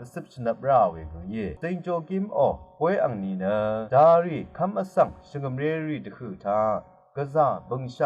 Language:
Rawang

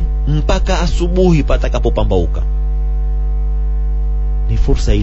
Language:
Swahili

